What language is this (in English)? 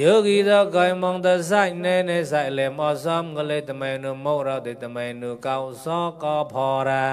Mon